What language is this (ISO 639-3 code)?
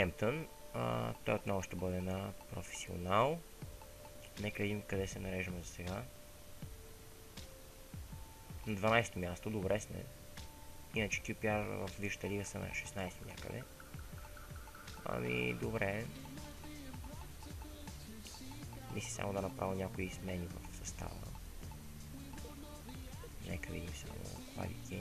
bul